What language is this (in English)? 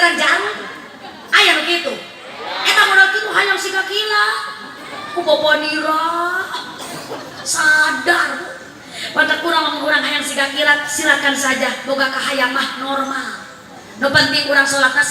Sundanese